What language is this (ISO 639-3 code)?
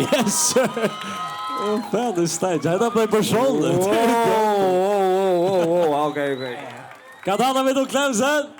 fao